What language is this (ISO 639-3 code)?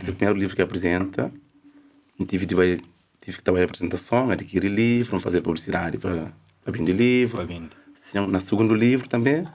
kea